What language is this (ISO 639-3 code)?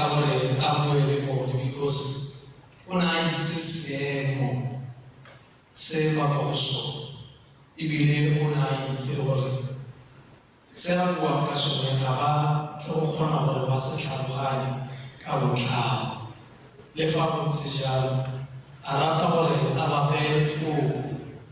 tsn